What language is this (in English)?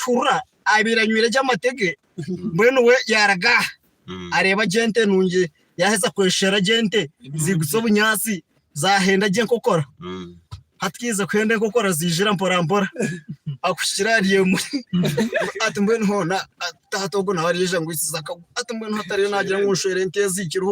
Nyankole